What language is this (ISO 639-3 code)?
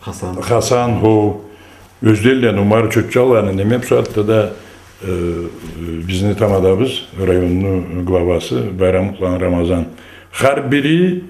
krc